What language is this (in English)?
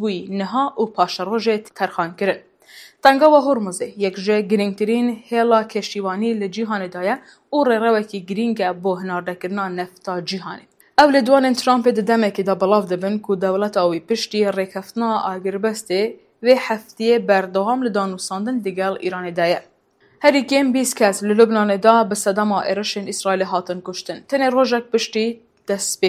Kurdish